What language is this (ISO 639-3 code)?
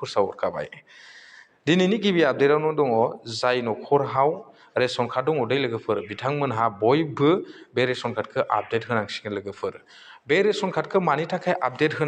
brx